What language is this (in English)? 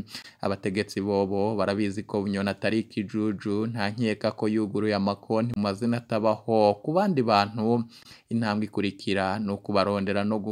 Rundi